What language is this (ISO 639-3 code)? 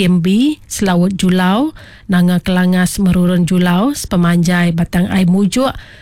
iba